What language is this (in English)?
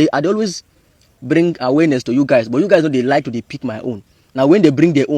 Nigerian Pidgin